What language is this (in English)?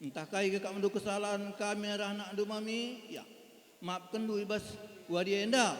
Batak Karo